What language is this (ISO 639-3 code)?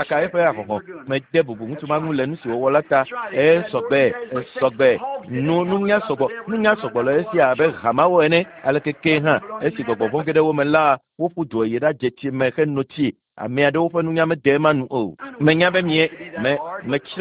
ewe